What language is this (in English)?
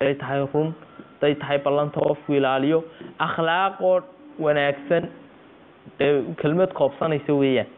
Somali